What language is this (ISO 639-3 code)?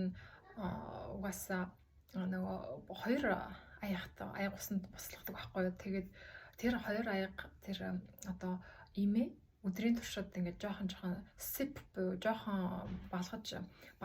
mon